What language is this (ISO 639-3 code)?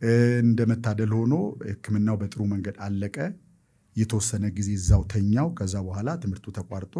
amh